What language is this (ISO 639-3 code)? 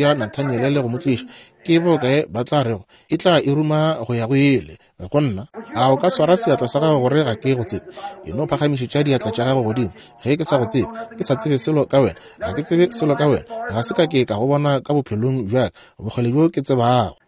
nso